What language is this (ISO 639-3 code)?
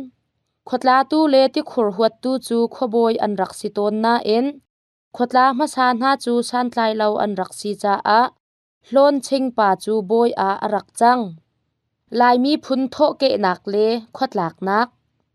cnh